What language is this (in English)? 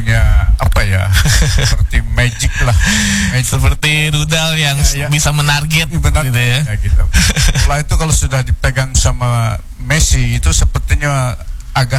Indonesian